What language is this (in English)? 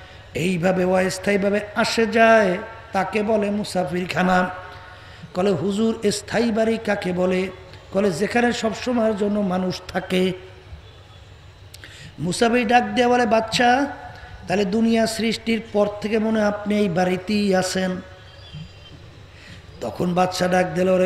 Bangla